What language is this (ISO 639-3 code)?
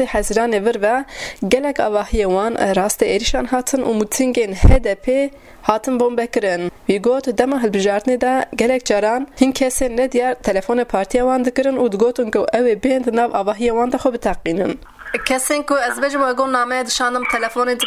kur